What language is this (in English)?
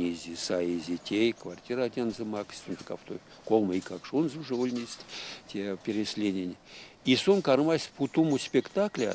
Erzya